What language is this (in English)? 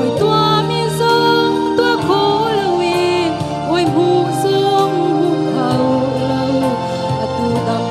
Hakha Chin